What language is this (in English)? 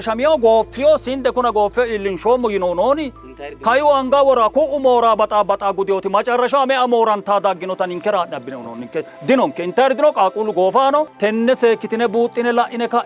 Sidamo